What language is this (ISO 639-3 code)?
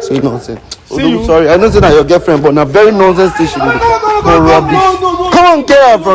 pcm